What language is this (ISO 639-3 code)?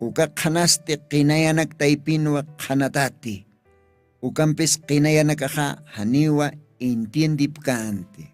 aym